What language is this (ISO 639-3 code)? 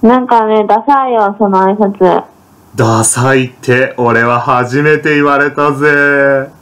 jpn